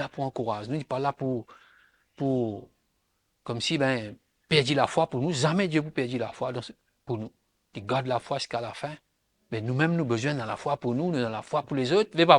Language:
Morisyen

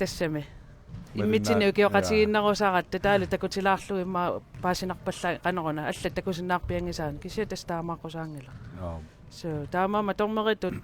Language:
Kalaallisut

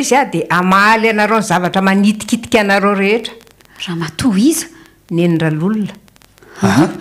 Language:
Malagasy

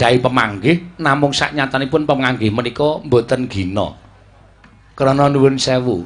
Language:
Javanese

